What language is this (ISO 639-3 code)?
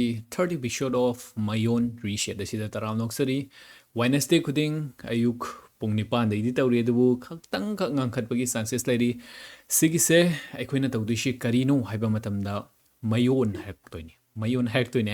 mni